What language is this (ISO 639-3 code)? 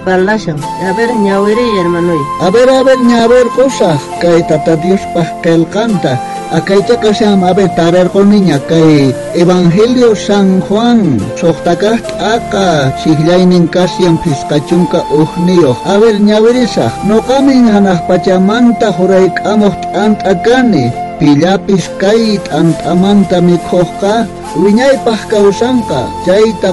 quh